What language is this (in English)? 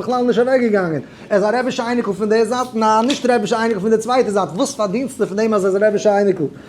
Yiddish